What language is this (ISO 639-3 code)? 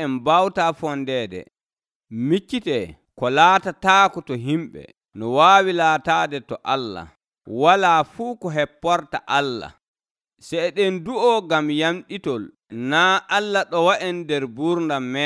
fuv